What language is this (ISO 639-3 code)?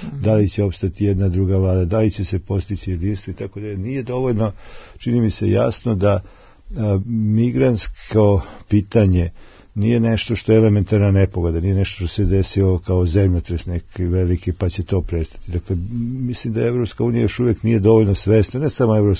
srp